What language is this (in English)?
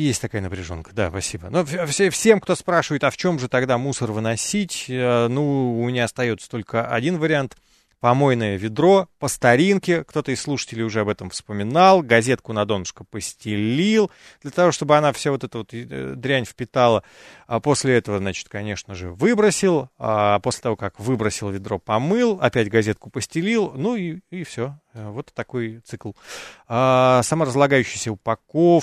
Russian